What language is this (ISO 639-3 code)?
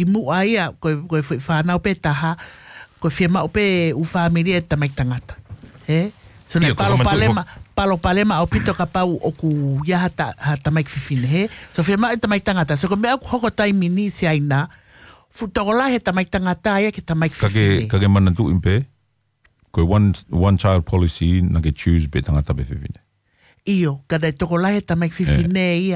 ton